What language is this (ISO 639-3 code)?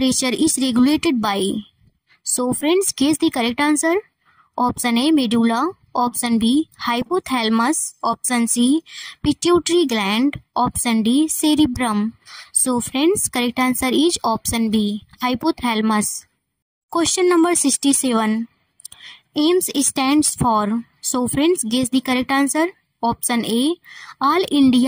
eng